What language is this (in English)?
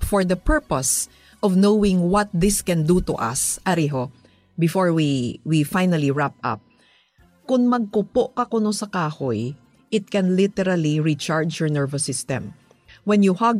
Hiligaynon